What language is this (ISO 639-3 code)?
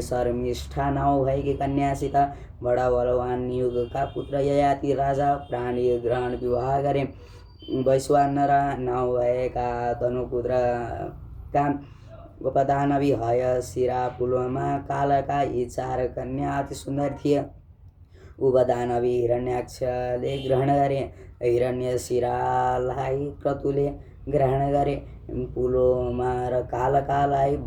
nep